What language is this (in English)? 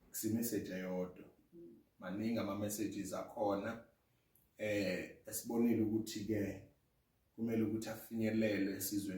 Zulu